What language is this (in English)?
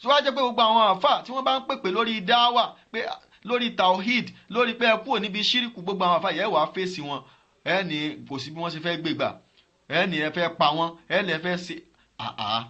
Yoruba